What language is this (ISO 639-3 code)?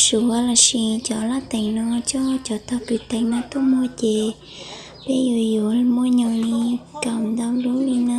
hmn